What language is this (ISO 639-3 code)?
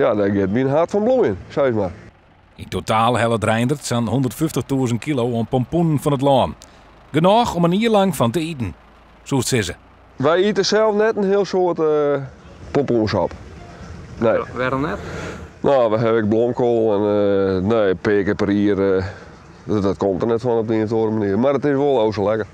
fry